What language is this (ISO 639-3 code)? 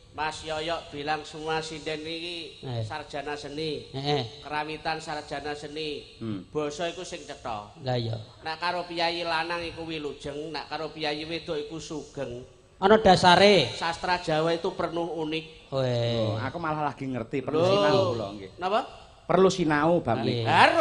jav